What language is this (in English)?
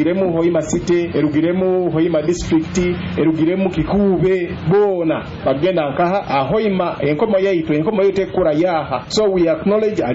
Nyoro